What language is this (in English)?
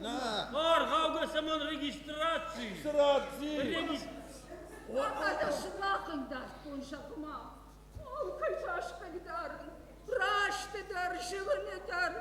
Ossetic